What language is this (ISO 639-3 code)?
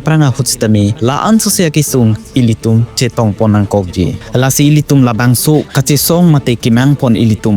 mjw